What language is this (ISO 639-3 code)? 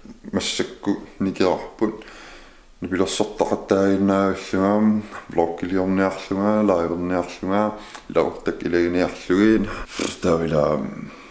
kal